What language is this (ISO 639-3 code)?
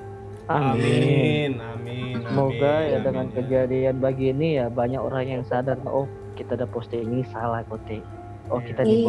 xmm